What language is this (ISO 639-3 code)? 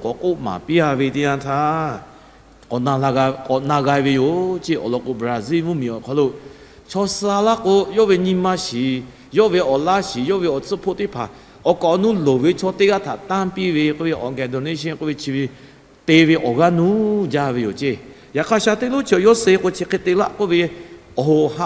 lhu